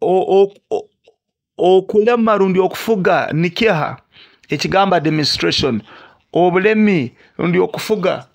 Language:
Nyoro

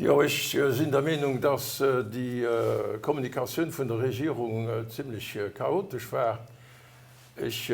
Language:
Luxembourgish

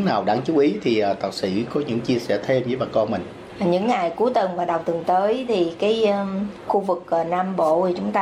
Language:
Vietnamese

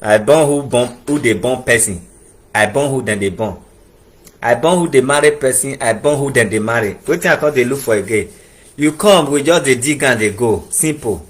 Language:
Nigerian Pidgin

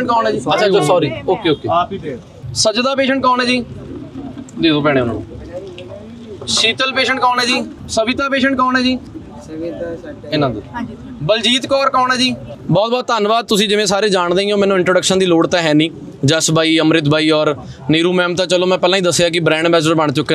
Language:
Punjabi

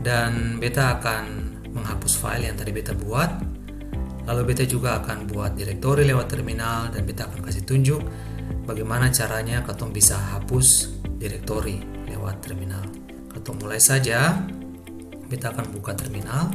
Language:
Ambonese Malay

